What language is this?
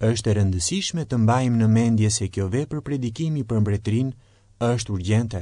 Albanian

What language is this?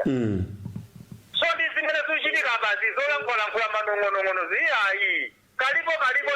Nyanja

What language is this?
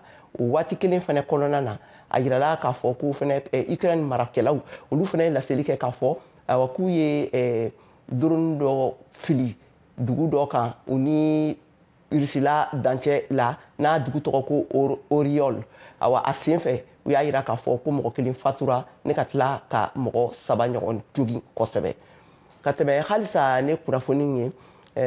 Bambara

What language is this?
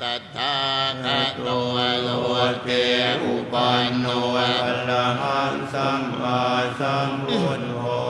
Pali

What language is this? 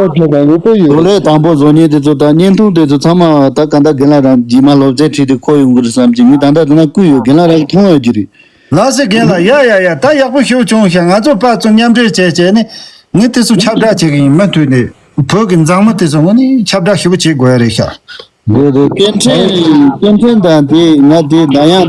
Tibetan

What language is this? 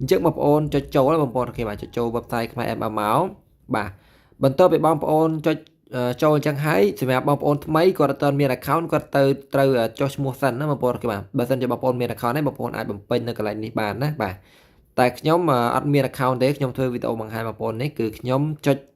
Khmer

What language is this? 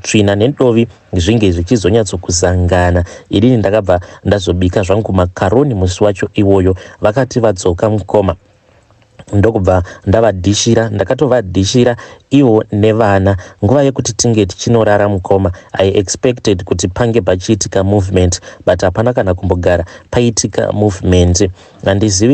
Shona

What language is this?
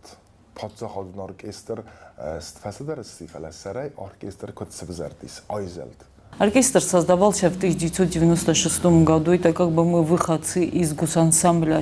Ossetic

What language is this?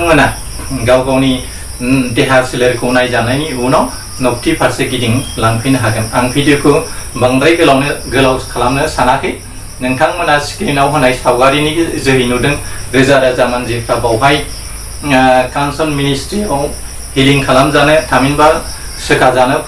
Bodo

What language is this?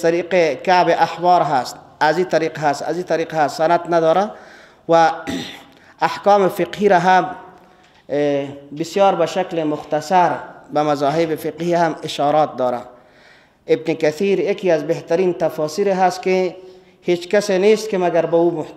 Persian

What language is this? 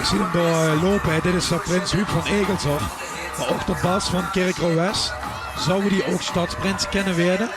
Limburgish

